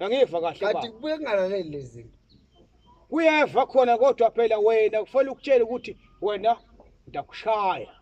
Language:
Zulu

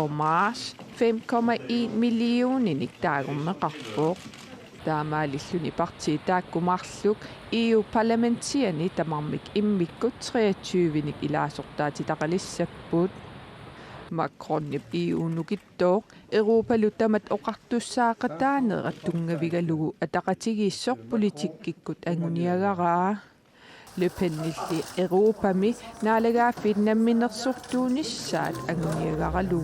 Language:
Kalaallisut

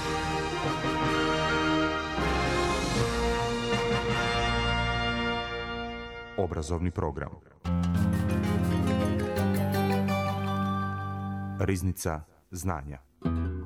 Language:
Bosnian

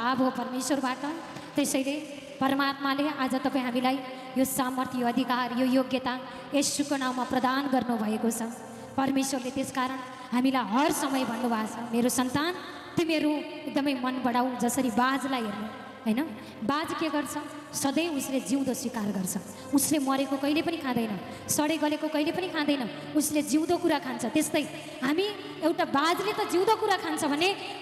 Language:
Nepali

